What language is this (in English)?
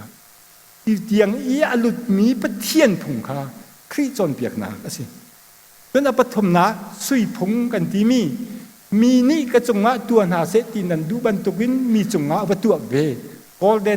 Hakha Chin